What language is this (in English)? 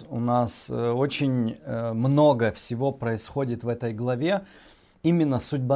Russian